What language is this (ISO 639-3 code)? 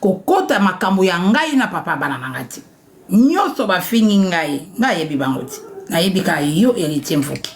lin